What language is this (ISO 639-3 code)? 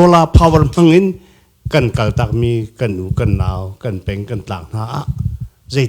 cnh